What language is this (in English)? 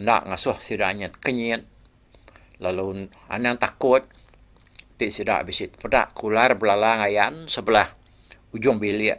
Iban